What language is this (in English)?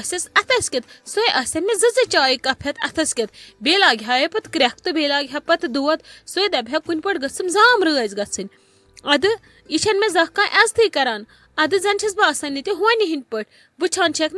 Kashmiri